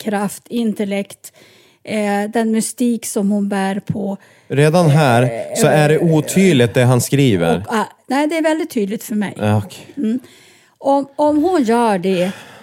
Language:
Swedish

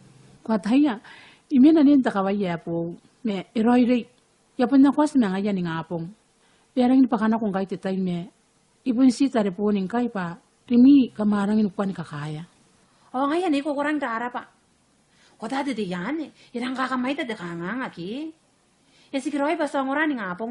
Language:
Gilbertese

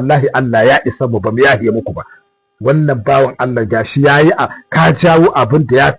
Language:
Hausa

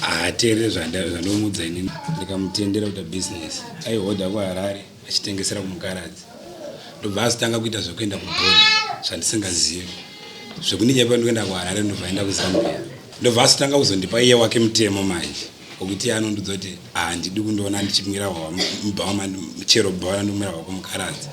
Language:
Shona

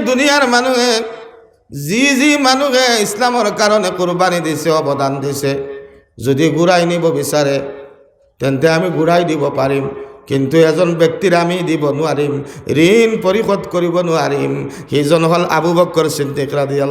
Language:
Sylheti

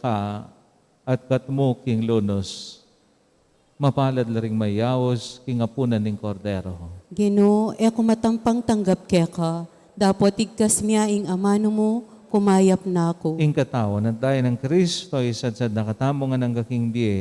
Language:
Pampanga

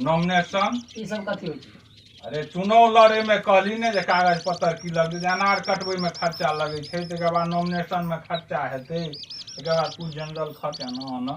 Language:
Maithili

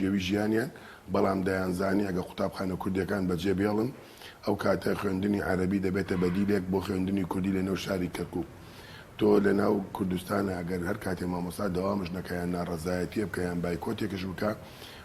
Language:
Central Kurdish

